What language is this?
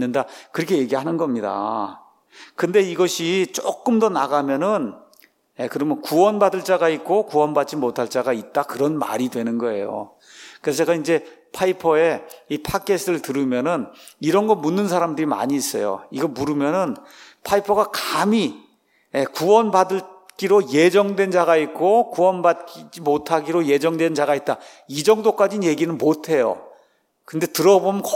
Korean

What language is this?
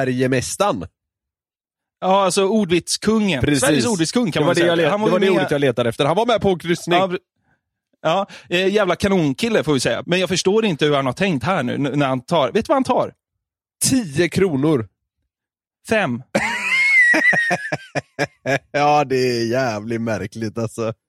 Swedish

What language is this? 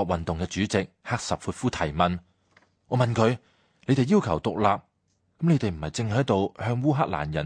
Cantonese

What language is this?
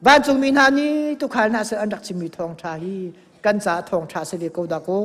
Hakha Chin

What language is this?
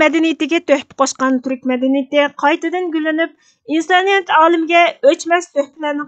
Uyghur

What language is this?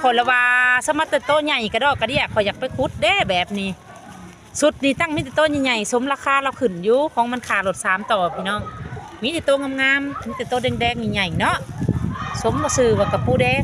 Northeastern Thai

